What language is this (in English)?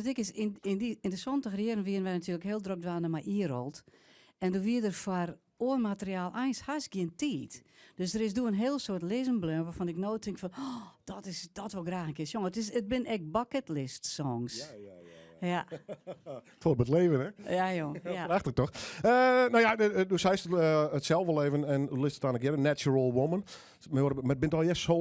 Western Frisian